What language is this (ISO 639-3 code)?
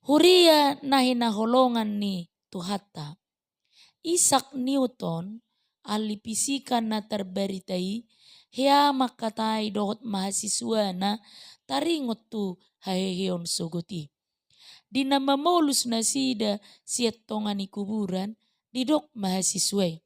bbc